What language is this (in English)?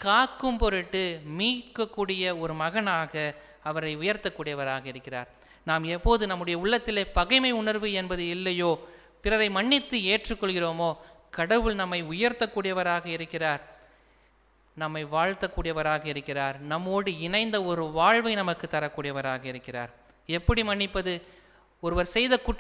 Tamil